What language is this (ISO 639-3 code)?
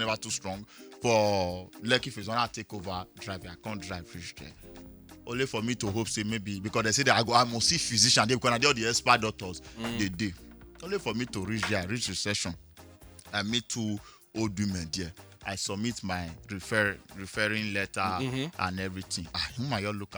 pcm